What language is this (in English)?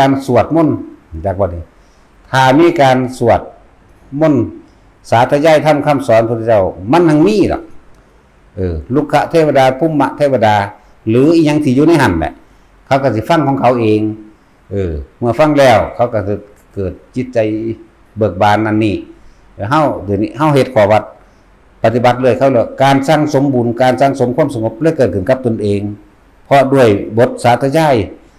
Northeastern Thai